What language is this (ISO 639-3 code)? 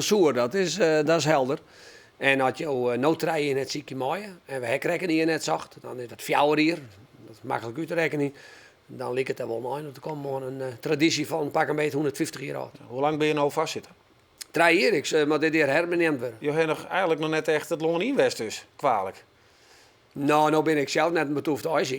fry